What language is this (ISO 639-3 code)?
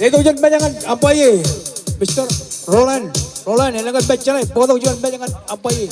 mah